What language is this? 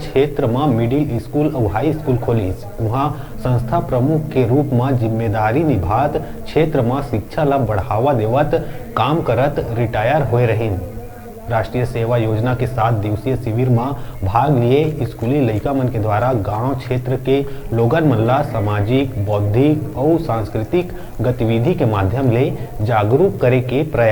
Chhattisgarhi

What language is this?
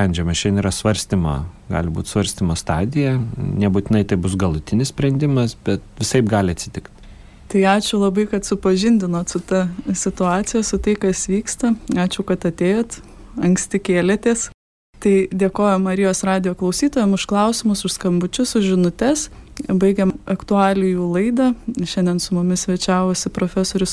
Lithuanian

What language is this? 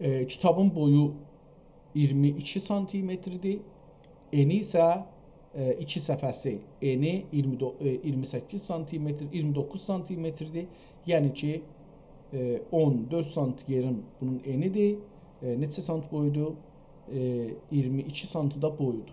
South Azerbaijani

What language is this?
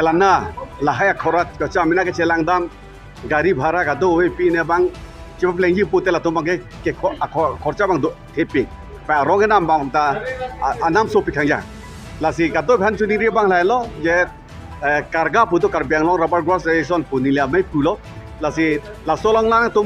Karbi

